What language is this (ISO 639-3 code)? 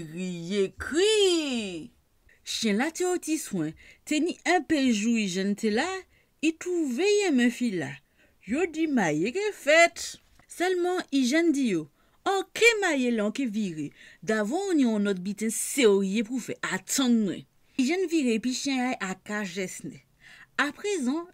gcf